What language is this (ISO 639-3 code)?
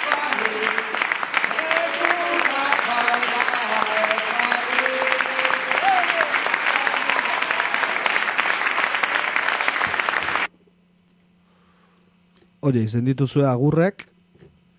eus